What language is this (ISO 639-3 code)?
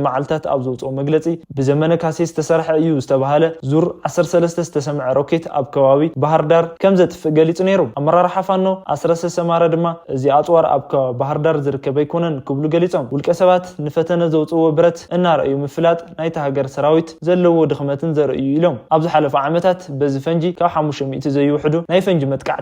tir